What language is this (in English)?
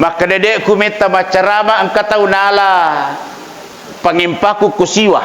Buginese